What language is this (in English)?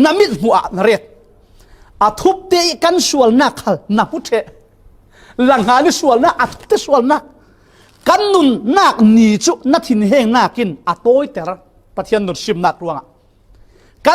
Falam Chin